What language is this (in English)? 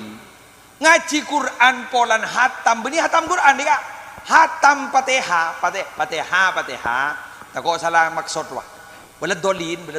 Madurese